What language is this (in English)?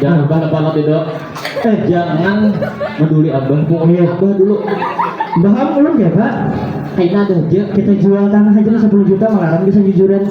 Banjar